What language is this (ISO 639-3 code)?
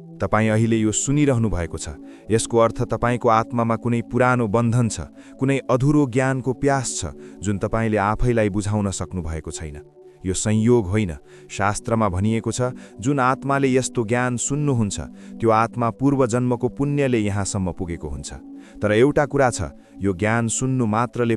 nep